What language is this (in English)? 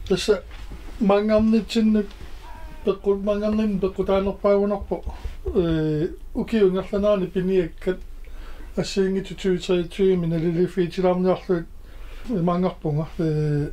Kalaallisut